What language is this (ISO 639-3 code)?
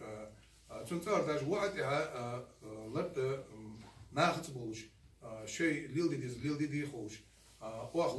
inh